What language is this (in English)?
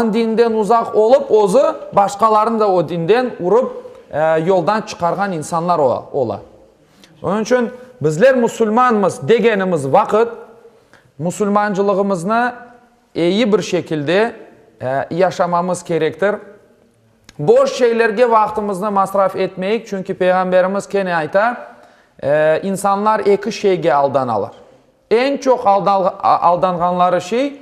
Crimean Tatar